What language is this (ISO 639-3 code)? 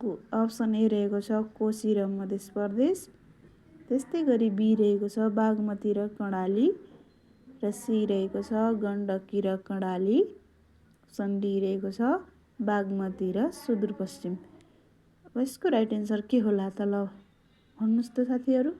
nep